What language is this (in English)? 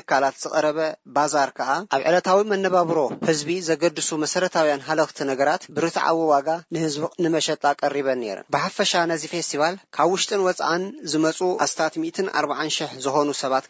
Tigrinya